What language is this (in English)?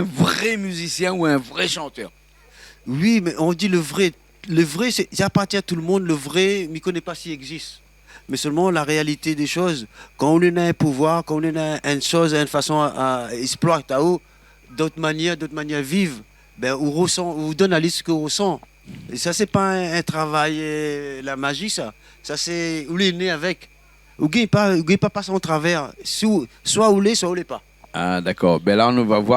Réunion Creole French